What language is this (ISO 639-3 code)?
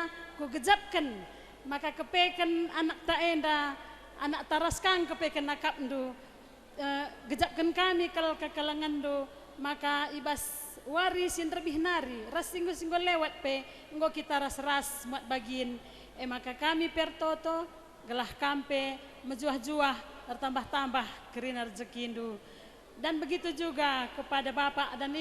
btx